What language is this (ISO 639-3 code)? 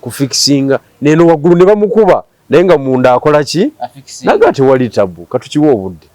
lug